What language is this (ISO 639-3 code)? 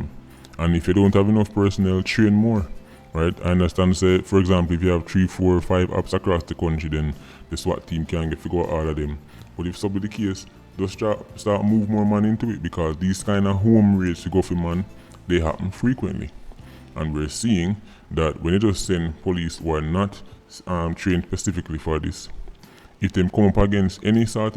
jam